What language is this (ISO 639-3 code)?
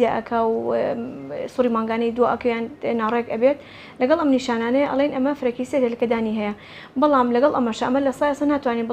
ckb